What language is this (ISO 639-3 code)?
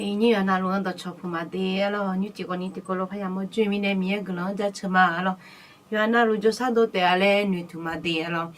ahk